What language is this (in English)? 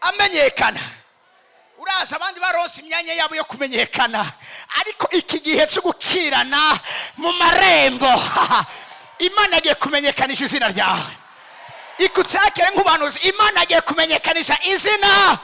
Rundi